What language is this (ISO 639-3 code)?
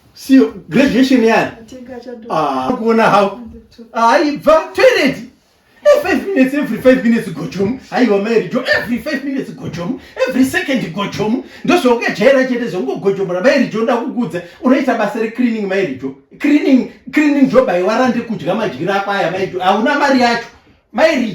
sna